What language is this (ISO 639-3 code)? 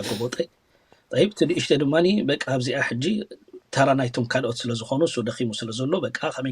tir